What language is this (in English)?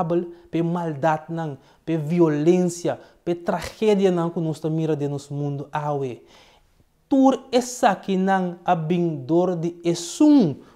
Papiamento